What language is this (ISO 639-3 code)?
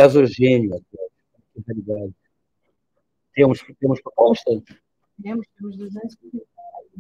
por